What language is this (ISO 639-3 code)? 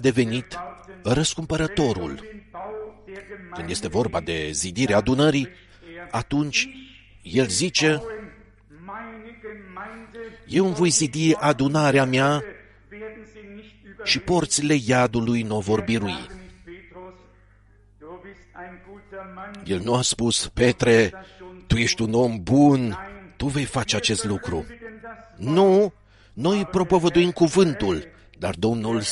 ron